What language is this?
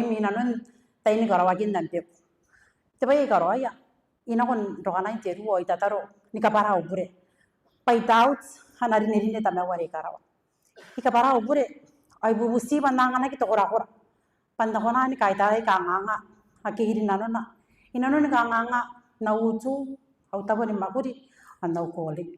Gilbertese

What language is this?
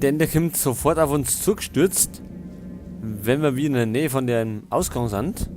Bavarian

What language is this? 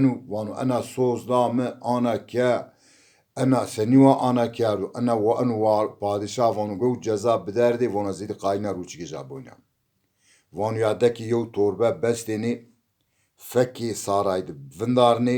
Zaza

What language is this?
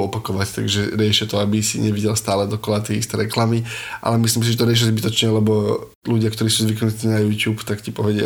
Slovak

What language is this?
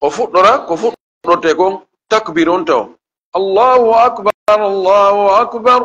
Fula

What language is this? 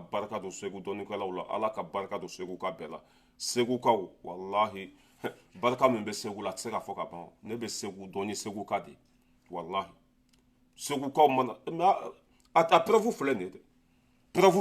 Bambara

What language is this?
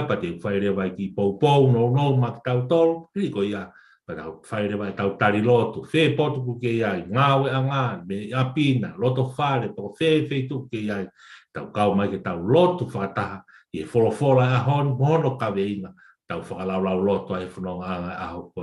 Tongan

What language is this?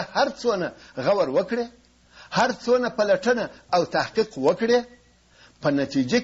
Pashto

